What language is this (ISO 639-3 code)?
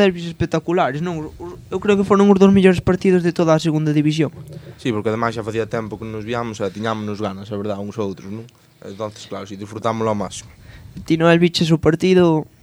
glg